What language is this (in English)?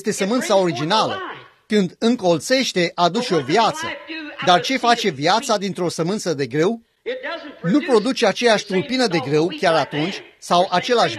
Romanian